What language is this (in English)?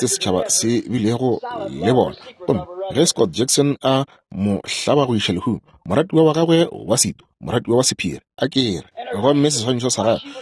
Northern Sotho